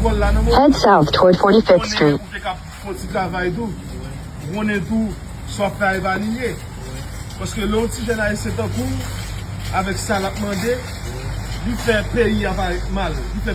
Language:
Haitian Creole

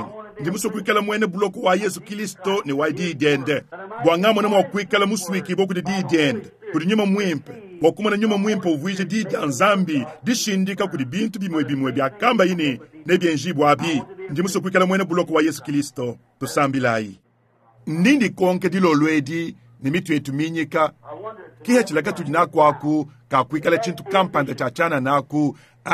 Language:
Luba-Lulua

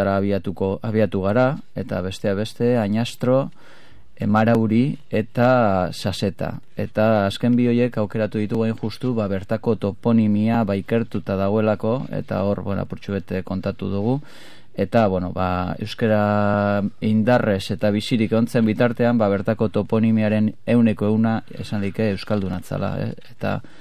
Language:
Basque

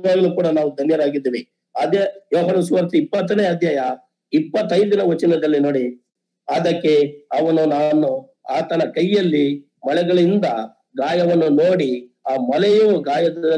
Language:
Kannada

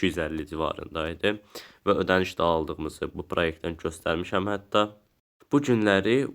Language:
Azerbaijani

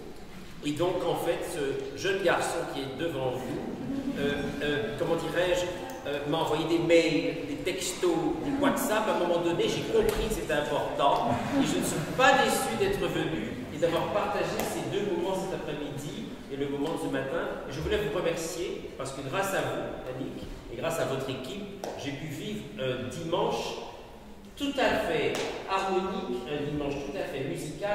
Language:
French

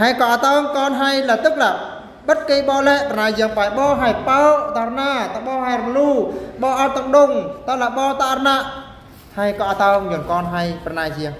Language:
Eastern Bru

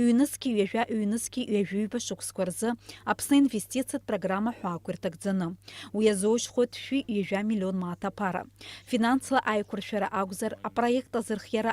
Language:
Abkhazian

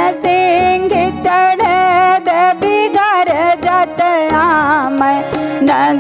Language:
Bagheli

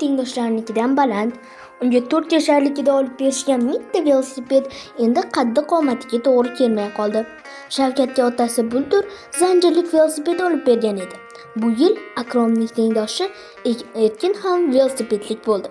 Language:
Uzbek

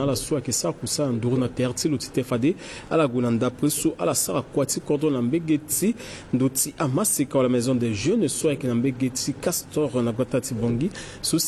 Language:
Sango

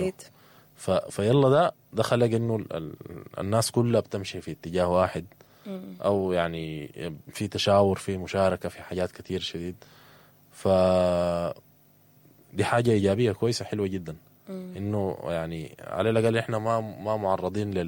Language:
Sudanese Arabic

